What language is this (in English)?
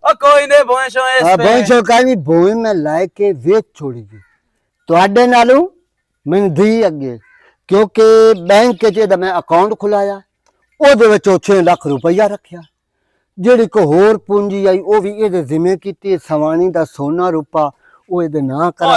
Western Panjabi